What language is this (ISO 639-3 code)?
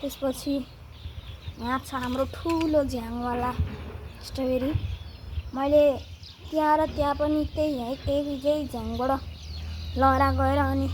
nep